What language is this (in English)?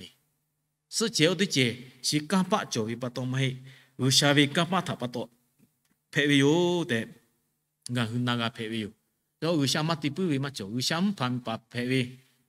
Lahu